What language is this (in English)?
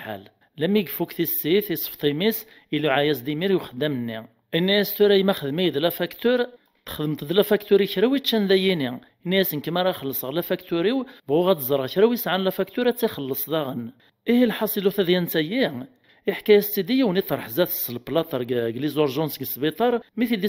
Kabyle